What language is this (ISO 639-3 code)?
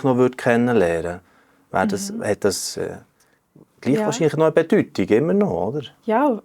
gsw